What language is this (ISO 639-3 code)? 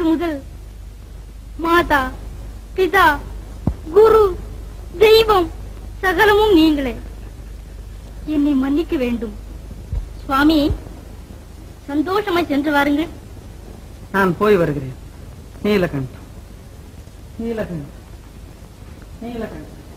tam